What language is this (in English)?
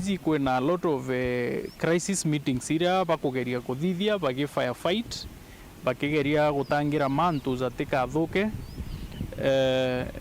Meru